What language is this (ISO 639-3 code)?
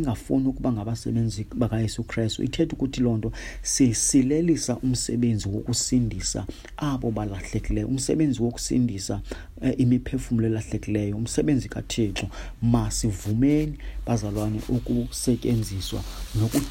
xho